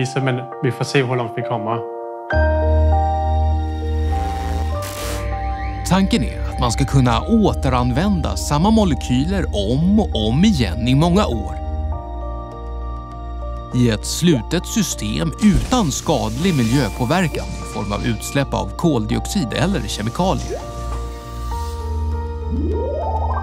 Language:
Swedish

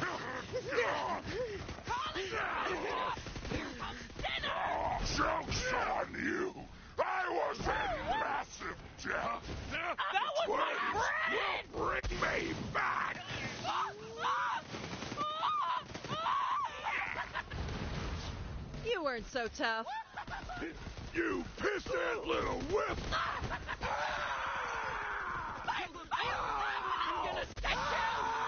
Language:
English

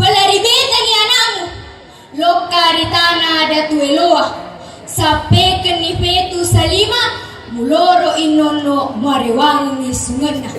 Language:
Buginese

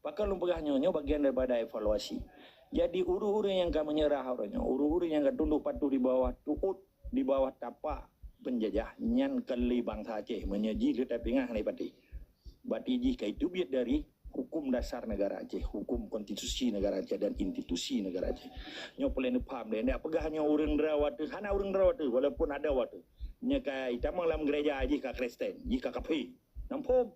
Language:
Achinese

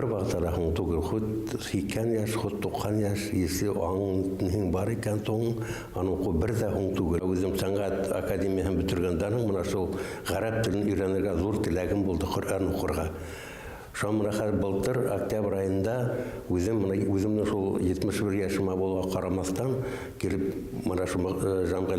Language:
Bashkir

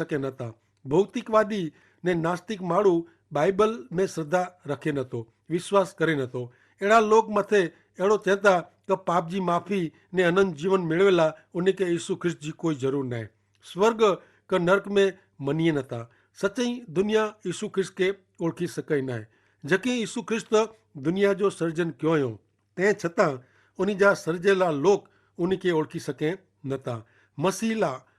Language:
Kachhi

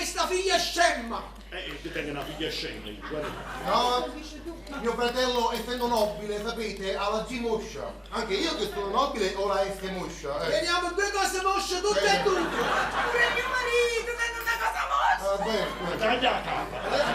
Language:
Neapolitan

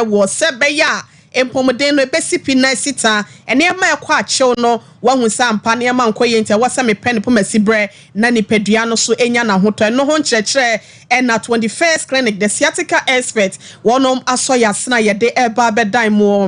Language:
Akan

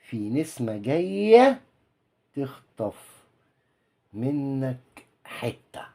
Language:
Egyptian Arabic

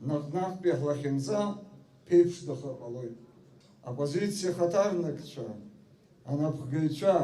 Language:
Abkhazian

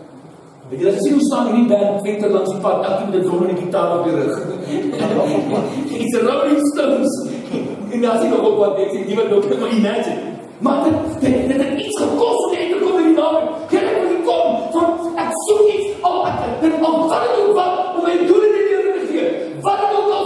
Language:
Afrikaans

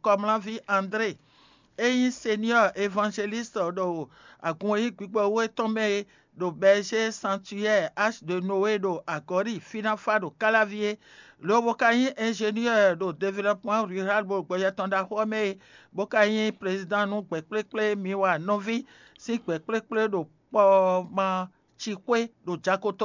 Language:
Fon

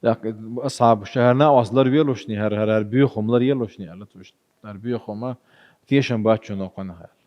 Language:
Chechen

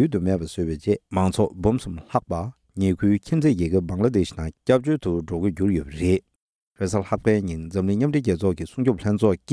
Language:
Tibetan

